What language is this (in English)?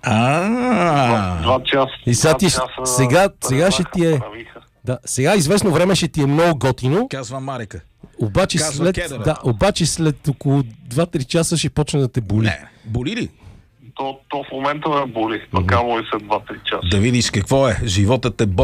Bulgarian